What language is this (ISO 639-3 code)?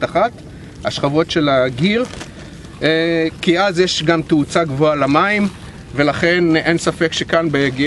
heb